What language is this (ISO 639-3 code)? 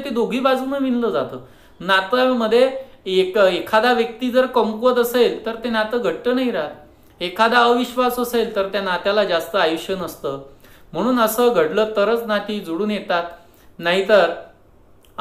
mar